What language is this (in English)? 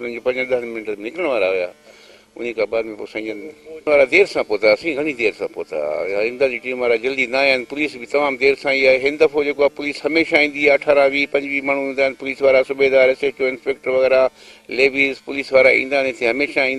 Sindhi